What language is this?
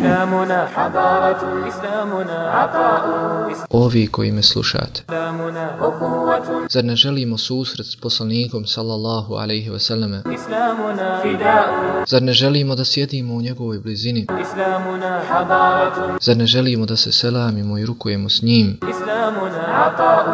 Bosnian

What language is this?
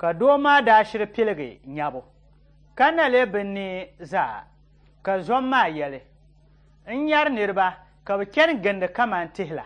Dagbani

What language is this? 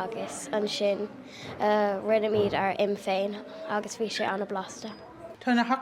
Irish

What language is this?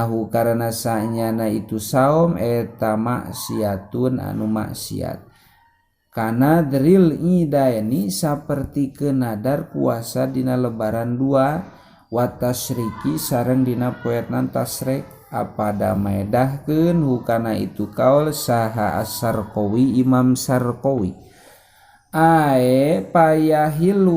Sundanese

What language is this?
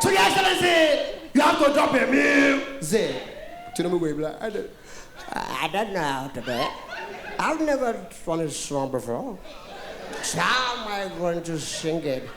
Nigerian Pidgin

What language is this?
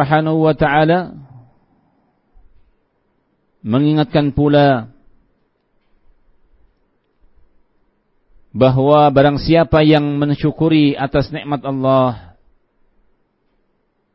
Indonesian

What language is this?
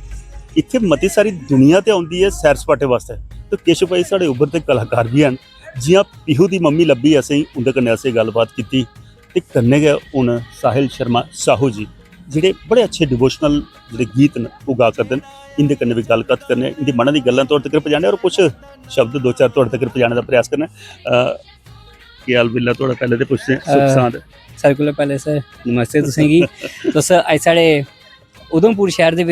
Dogri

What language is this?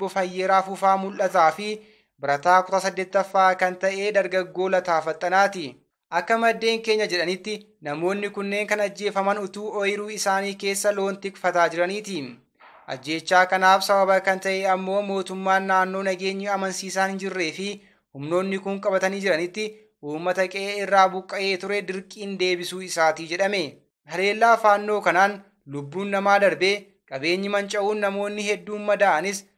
Oromo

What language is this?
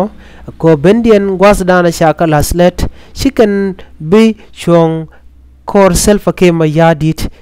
Nuer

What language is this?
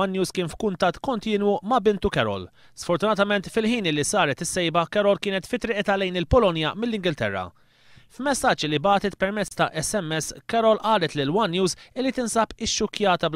Maltese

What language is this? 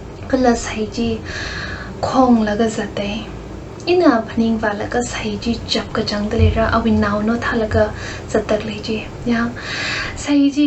Tangkhul Naga (India)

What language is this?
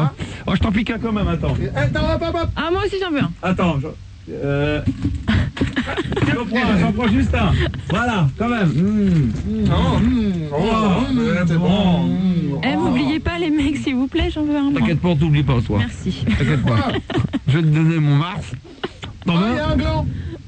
French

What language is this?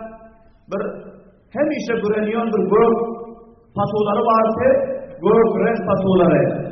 Turkmen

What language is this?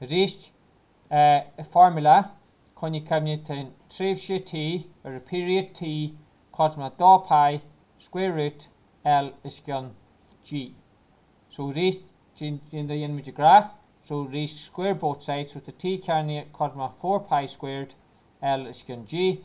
Irish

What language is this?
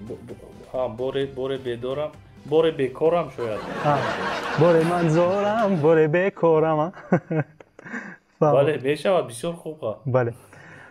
Tajik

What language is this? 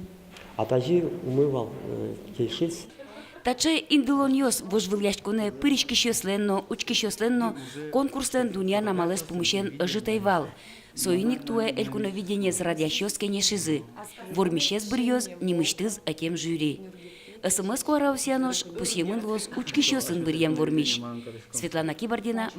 Udmurt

